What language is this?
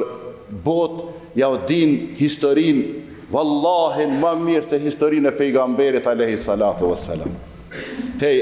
Albanian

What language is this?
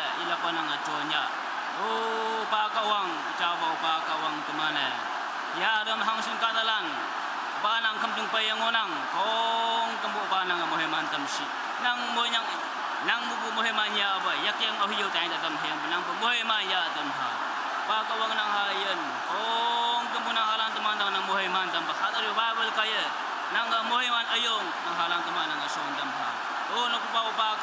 Naga Pidgin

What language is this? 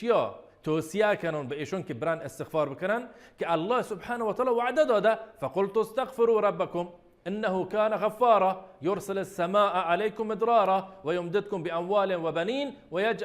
Baluchi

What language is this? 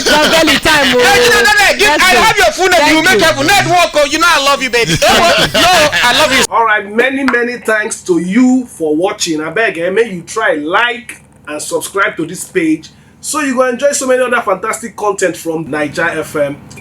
Nigerian Pidgin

